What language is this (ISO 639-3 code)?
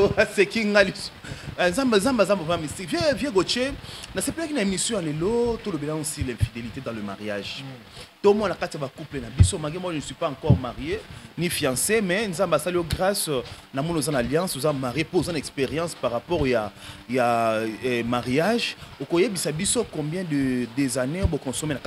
lin